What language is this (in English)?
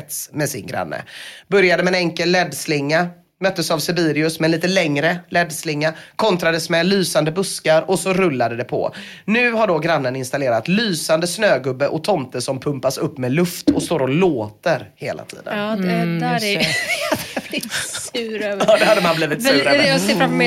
Swedish